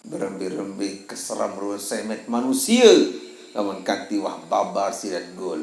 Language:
Sasak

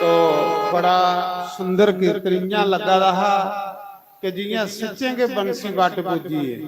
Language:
Dogri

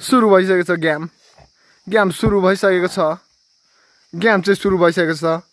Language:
Nepali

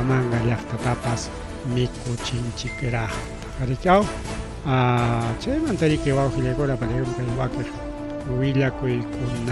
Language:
Ayacucho Quechua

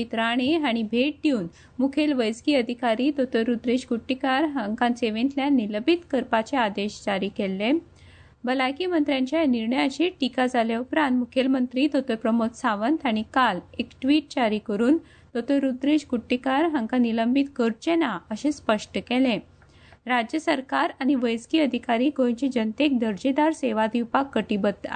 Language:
Konkani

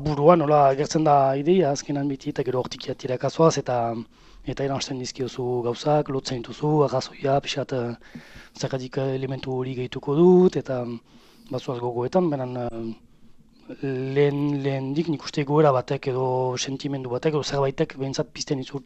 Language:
Basque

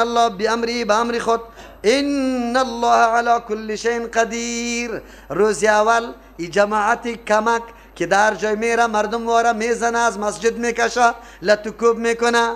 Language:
Persian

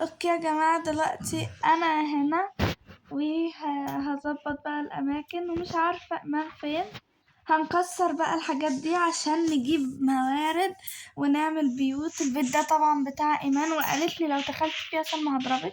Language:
Egyptian Arabic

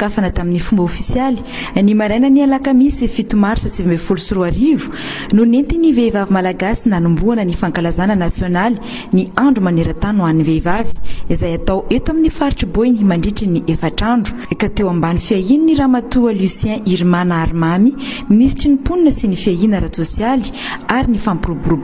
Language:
Malagasy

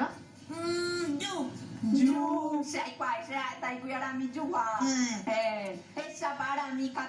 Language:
Guarani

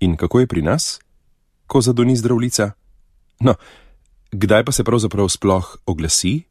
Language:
Slovenian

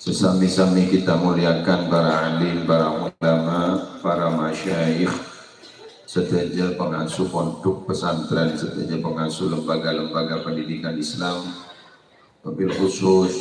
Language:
Madurese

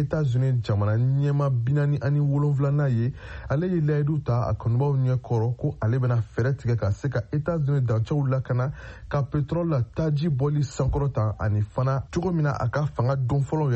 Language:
Bambara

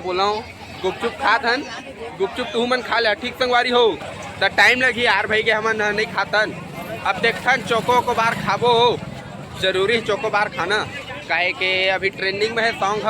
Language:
Chhattisgarhi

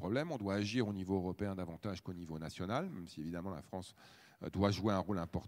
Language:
French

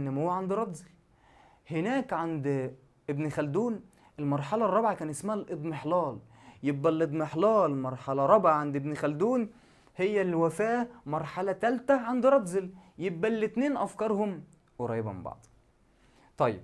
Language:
Egyptian Arabic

